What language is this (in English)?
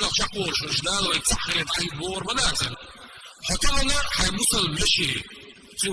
Chechen